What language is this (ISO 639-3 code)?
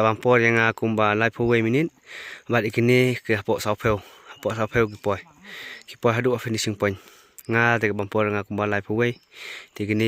kha